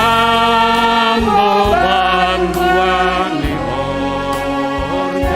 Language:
Batak Simalungun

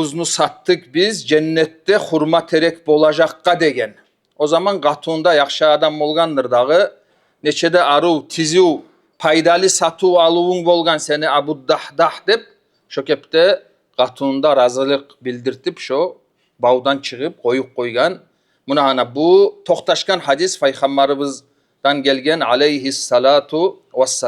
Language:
Kumyk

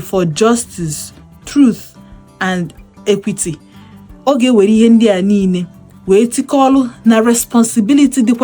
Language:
Igbo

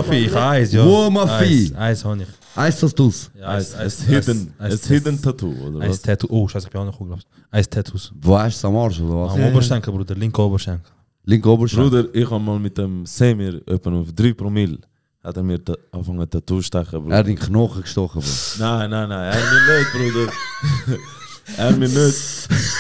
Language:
Swiss German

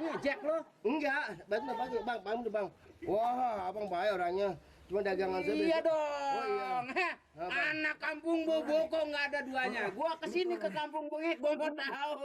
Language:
Betawi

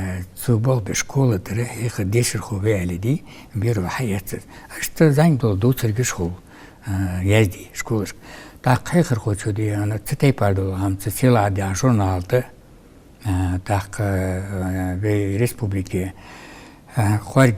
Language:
Ingush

